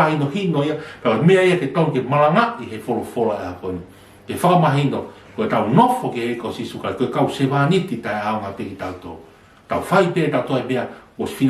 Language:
Tongan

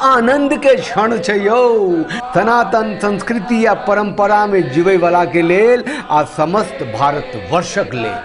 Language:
Maithili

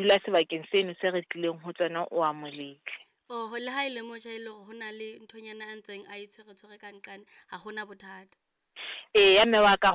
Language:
Southern Sotho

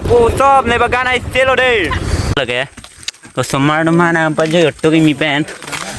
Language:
Karbi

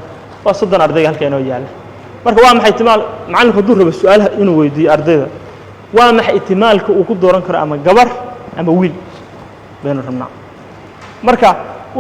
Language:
Somali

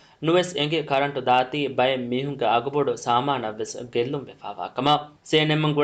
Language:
Divehi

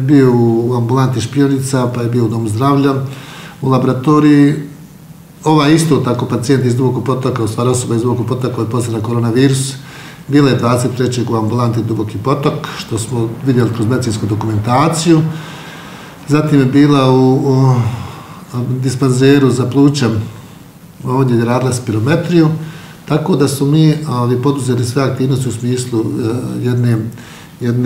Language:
Bosnian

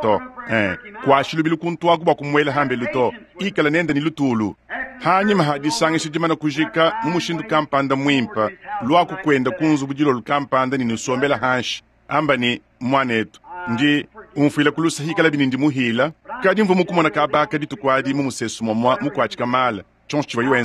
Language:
Luba-Lulua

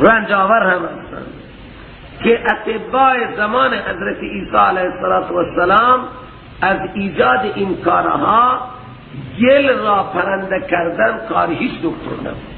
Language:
Persian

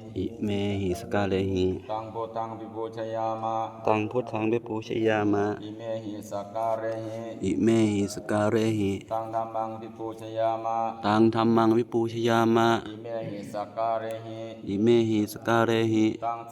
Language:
Pali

